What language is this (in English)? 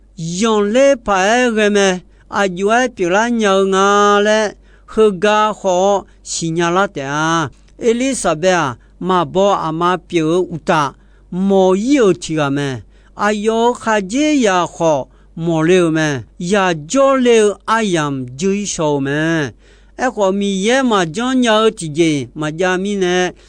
Akha